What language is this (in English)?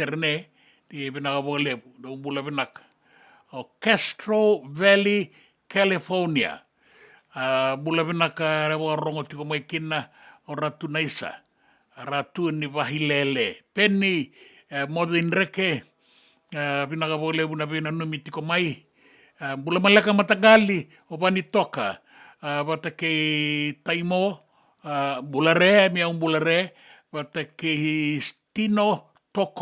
Fijian